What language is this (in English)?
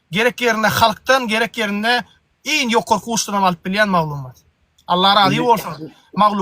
Turkmen